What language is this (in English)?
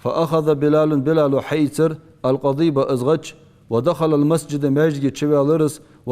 Ingush